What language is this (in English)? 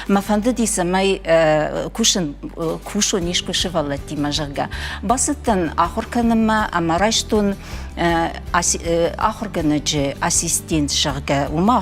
Ossetic